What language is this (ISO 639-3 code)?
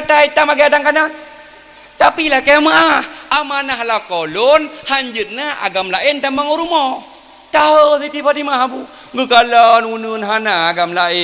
ace